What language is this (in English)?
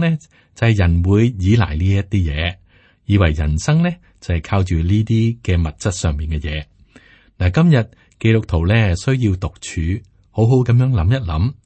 Cantonese